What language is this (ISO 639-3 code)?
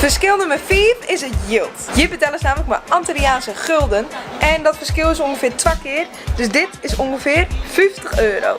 fry